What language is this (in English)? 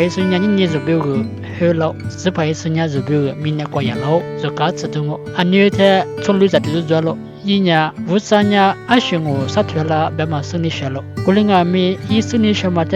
Lisu